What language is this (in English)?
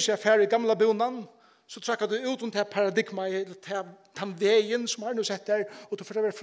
Faroese